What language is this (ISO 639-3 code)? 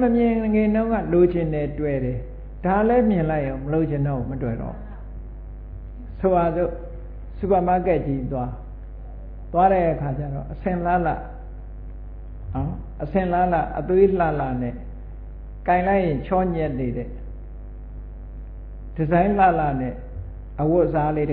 mya